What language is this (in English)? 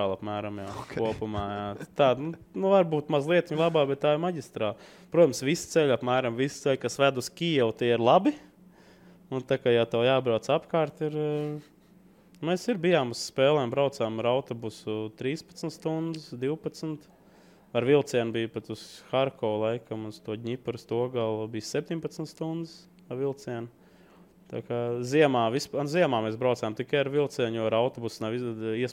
Latvian